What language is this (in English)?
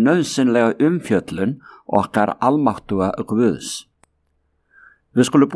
Icelandic